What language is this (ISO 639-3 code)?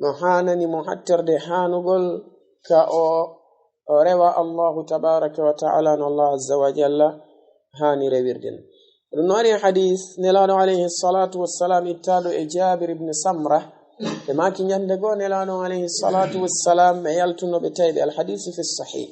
ful